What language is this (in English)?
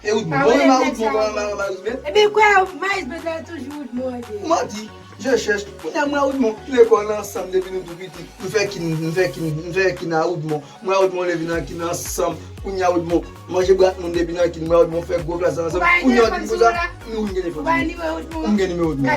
Haitian Creole